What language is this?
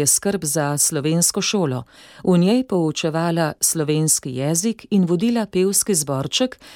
Slovenian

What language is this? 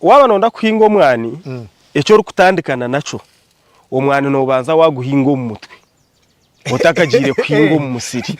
Nyankole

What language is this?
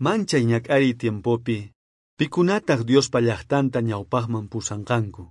South Bolivian Quechua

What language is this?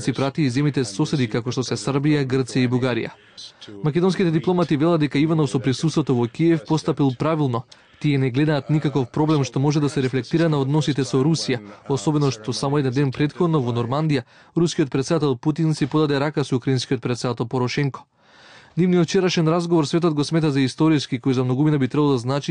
Macedonian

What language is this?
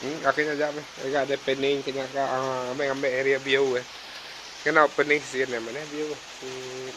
Iban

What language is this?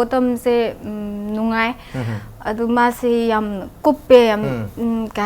Manipuri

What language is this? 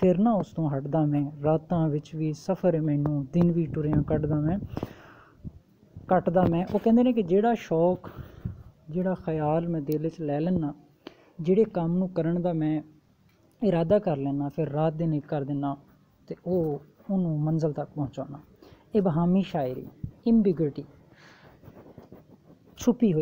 Punjabi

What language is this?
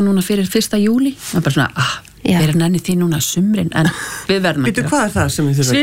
Icelandic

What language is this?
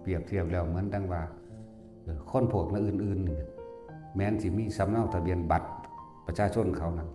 Northeastern Thai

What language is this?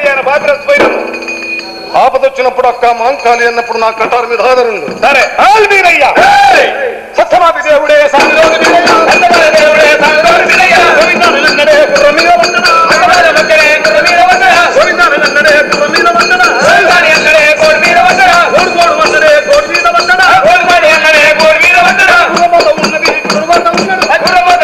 Telugu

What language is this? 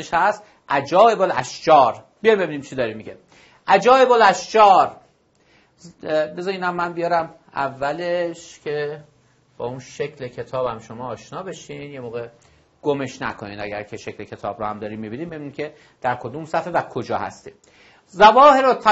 Persian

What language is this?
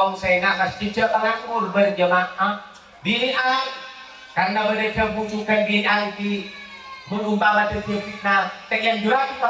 Madurese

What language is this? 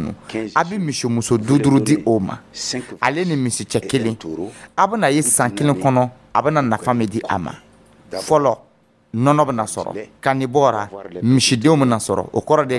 Dyula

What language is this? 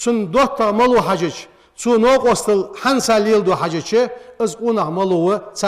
Ingush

